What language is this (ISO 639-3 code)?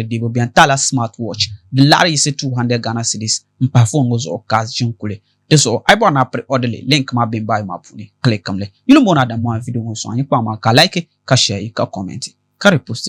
dag